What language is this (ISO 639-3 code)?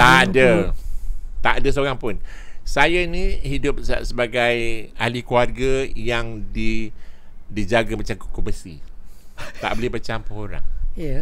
msa